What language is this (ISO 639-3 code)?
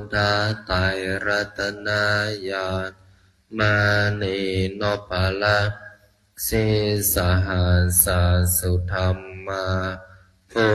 pli